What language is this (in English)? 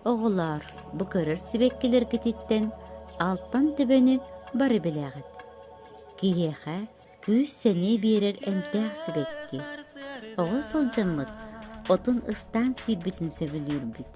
Yakut